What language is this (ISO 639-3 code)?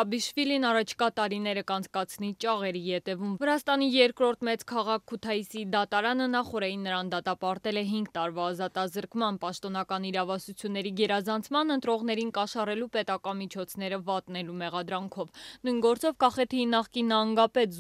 hye